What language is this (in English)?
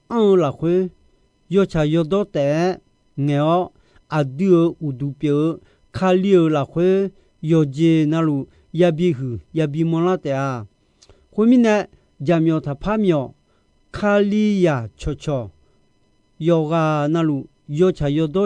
Akha